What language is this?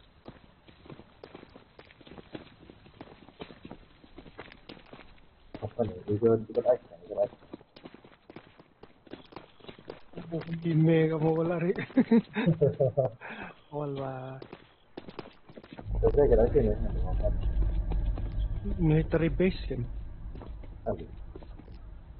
Indonesian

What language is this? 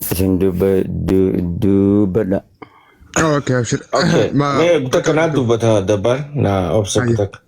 Oromo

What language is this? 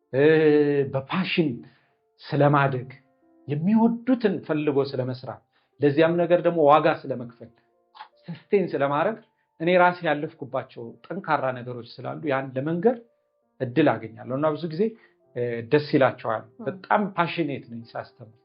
Amharic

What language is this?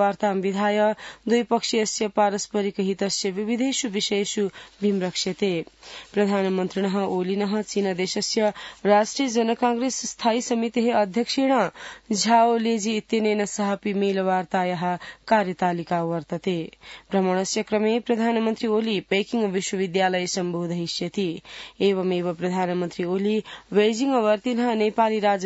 Sanskrit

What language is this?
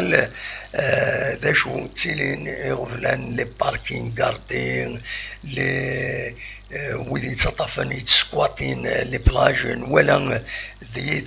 Kabyle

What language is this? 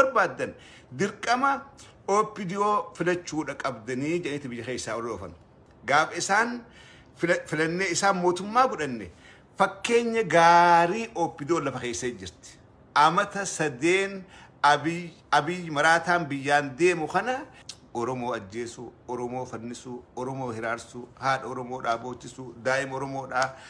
Oromo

